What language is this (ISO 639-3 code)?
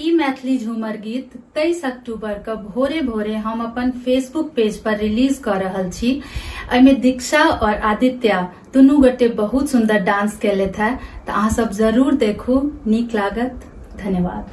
mai